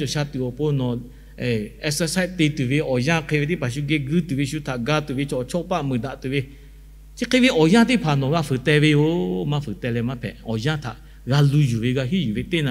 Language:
Lahu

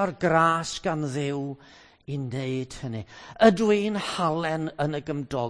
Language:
Welsh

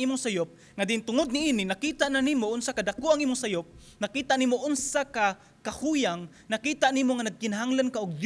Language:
Cebuano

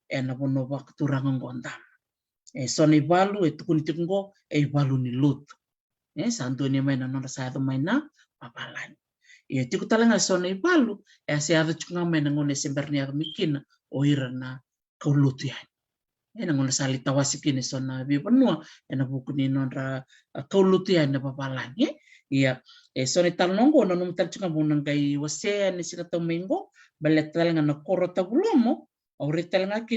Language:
Fijian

